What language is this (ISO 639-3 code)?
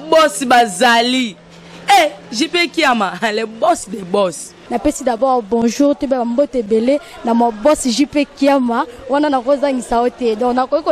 lin